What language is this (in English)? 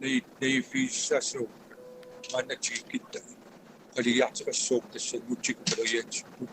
Kalaallisut